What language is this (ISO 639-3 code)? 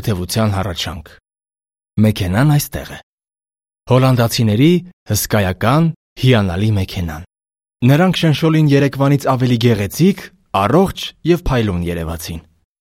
hye